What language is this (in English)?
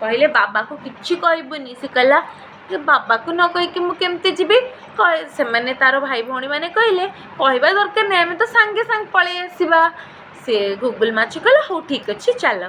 Odia